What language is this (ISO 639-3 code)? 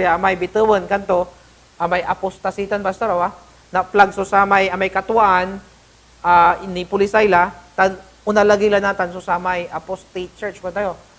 pag